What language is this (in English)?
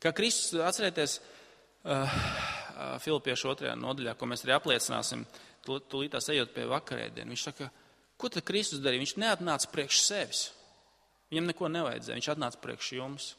Latvian